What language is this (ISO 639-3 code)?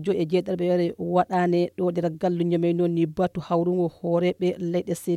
fuv